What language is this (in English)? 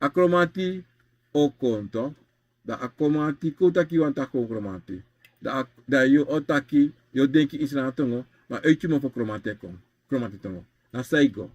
Sranan Tongo